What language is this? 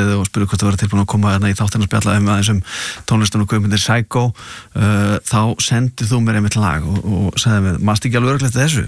Icelandic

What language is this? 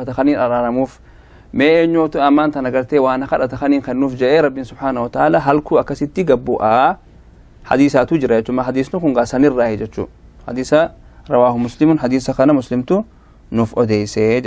Oromo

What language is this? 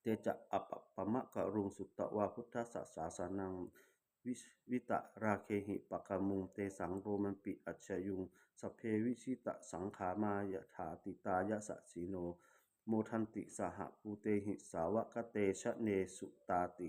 Pali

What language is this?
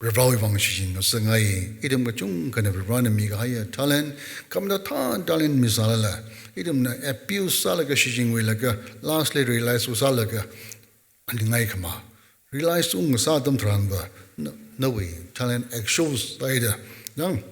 Tangkhul Naga (India)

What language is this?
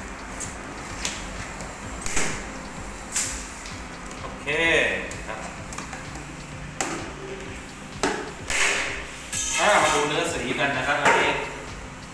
Thai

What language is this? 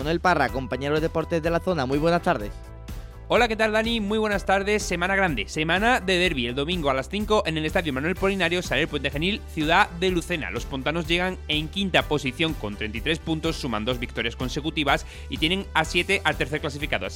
Spanish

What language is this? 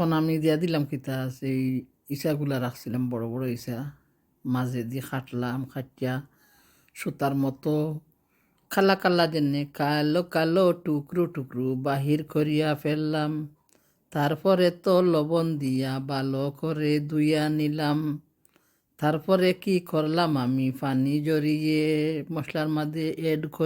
Sylheti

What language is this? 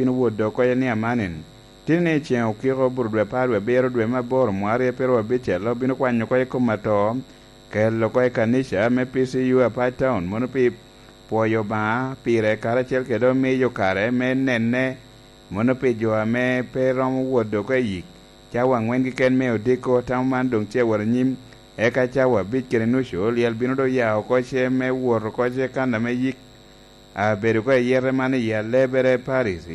Lango (Uganda)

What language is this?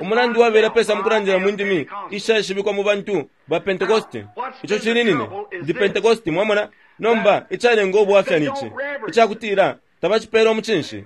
Bemba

